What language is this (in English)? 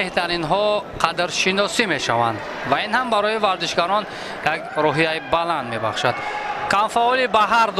Tajik